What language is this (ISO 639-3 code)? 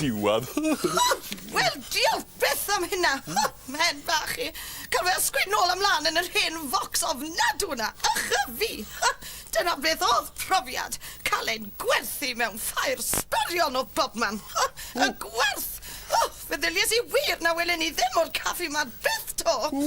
cym